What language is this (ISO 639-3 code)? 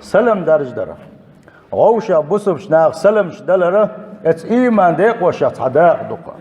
che